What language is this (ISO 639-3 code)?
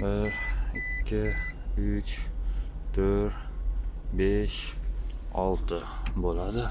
uzb